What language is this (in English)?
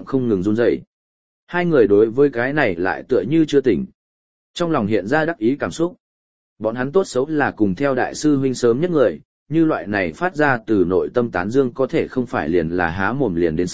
Vietnamese